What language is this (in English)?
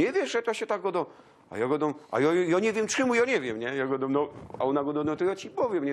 Silesian